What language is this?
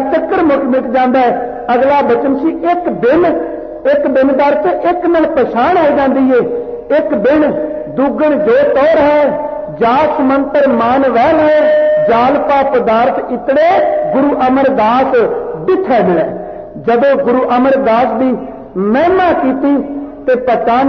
Punjabi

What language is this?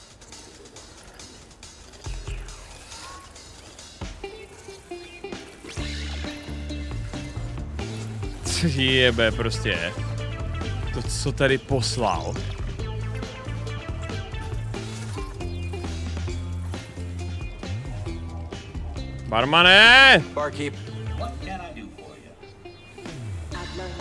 Czech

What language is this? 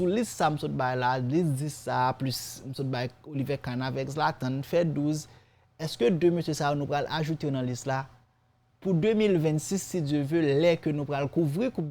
Haitian Creole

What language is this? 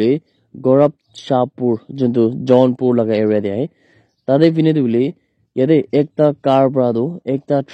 Naga Pidgin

